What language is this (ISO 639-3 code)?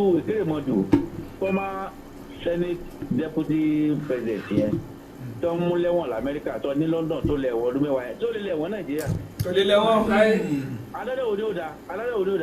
yor